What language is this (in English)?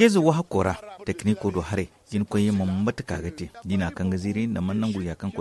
Zarma